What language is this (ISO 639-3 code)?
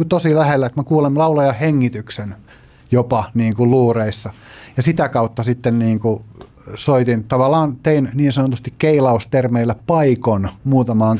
fin